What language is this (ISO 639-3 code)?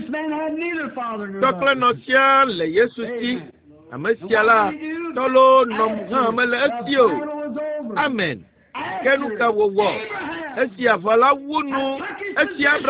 ewe